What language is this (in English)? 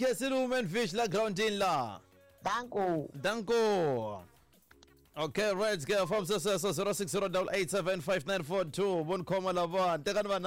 Tsonga